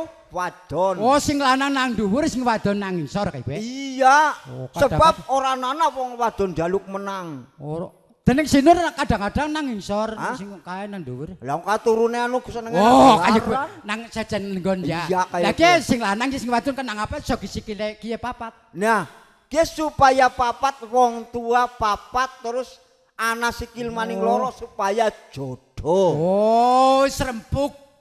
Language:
Javanese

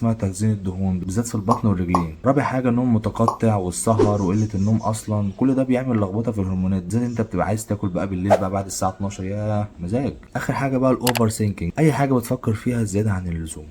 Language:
Egyptian Arabic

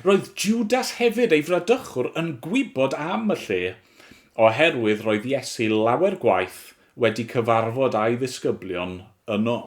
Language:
Welsh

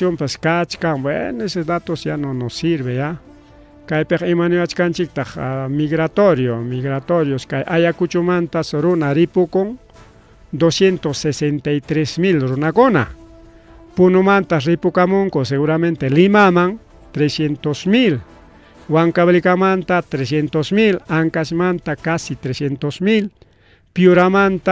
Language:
Ayacucho Quechua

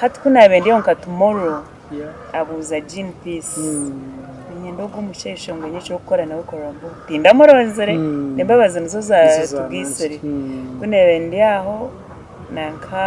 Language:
Nyankole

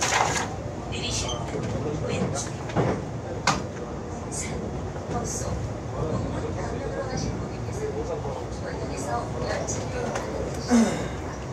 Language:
Korean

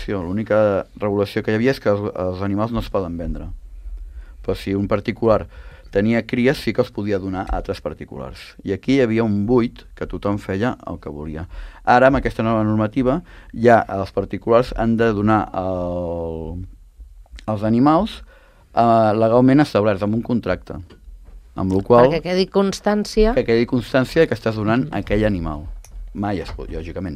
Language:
Catalan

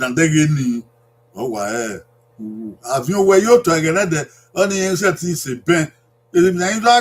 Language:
Bini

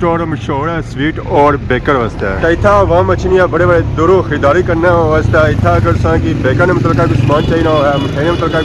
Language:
Pahari-Potwari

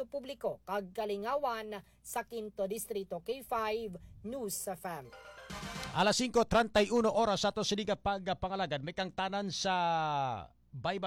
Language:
Hiligaynon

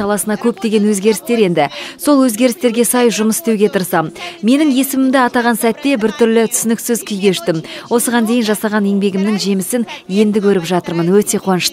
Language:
Kazakh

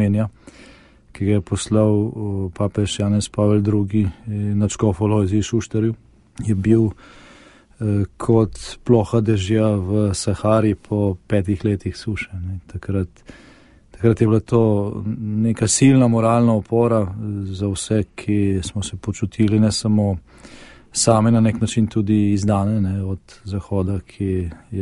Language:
Slovenian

